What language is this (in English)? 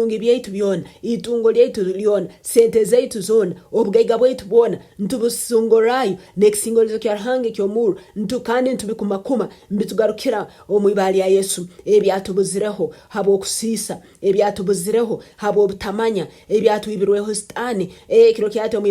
Nyoro